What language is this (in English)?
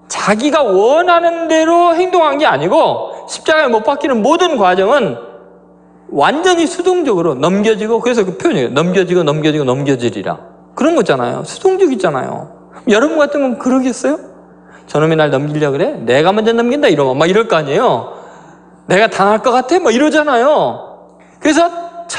Korean